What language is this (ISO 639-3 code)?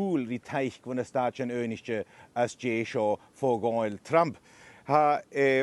gla